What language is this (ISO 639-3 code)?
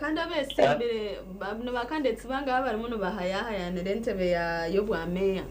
nyn